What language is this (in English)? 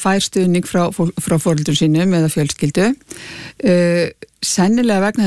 Icelandic